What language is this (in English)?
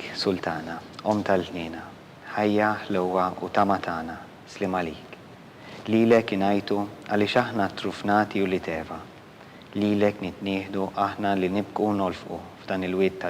Maltese